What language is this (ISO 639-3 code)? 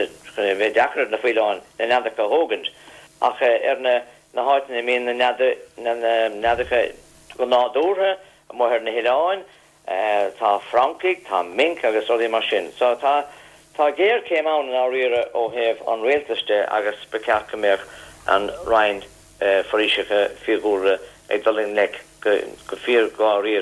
gle